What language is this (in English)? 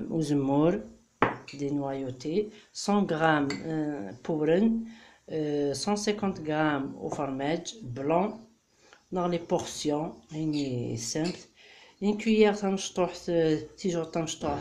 Kabyle